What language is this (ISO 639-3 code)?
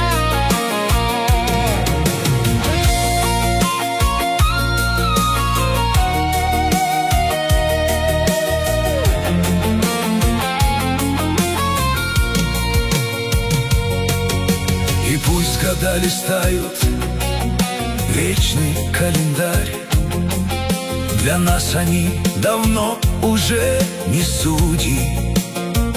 rus